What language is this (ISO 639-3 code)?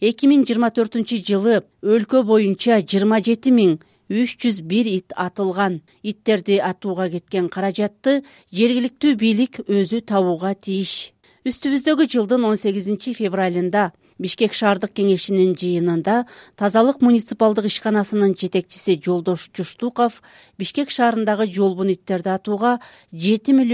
kir